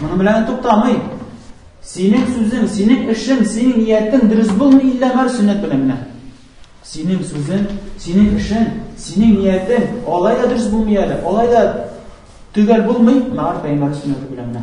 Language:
Tatar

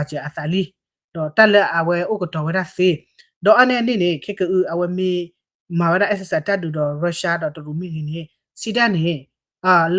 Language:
S'gaw Karen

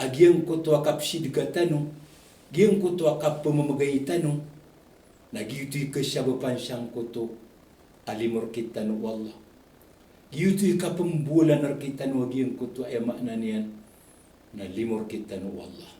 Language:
Maranao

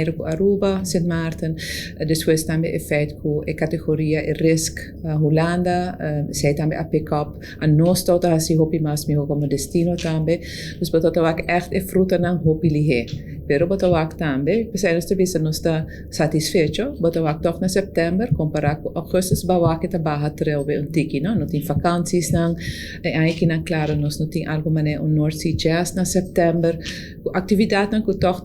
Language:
Papiamento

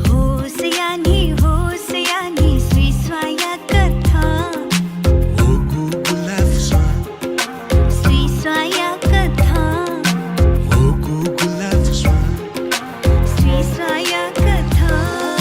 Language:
Newari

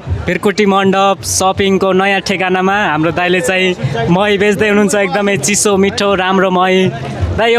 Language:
Nepali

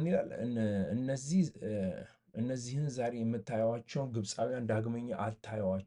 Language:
Amharic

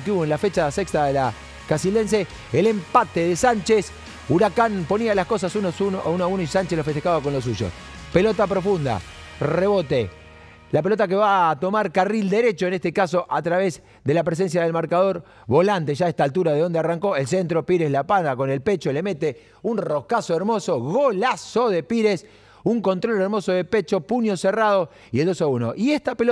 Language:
Spanish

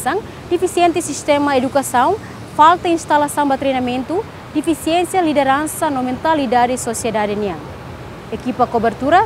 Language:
Tetum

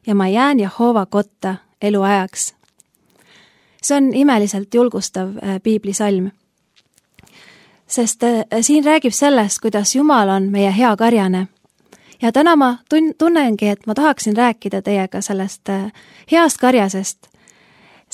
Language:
Estonian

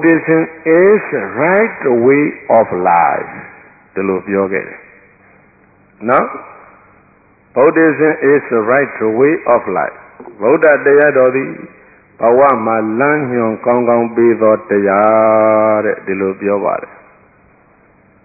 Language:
Burmese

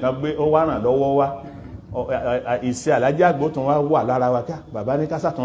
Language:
Yoruba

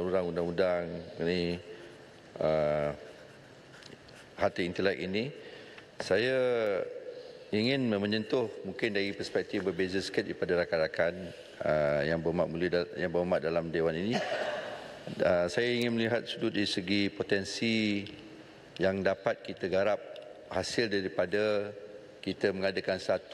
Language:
Malay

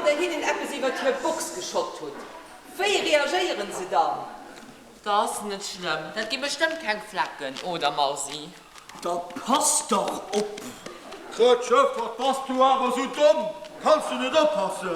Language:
Luxembourgish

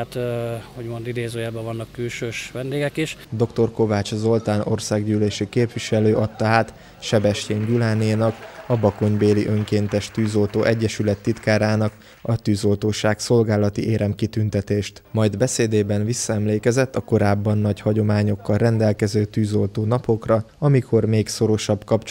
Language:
Hungarian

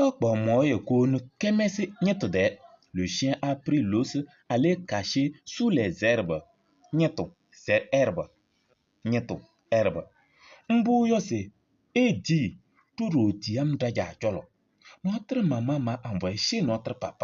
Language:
Kabiyè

